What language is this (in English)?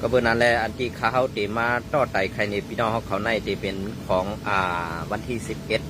Shan